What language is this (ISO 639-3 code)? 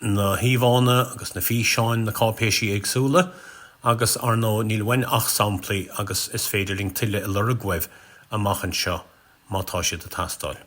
gle